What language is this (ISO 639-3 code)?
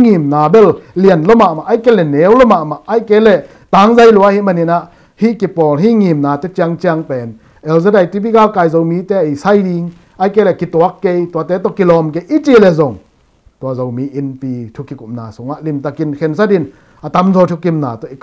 ctd